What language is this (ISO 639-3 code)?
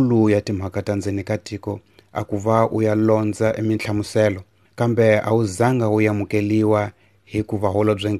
tso